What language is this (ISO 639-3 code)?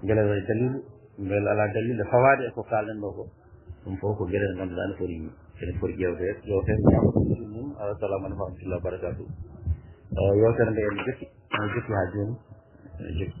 ful